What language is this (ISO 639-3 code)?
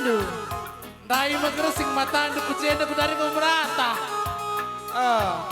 btx